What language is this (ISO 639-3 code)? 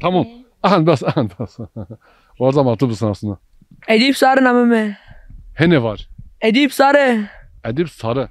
zza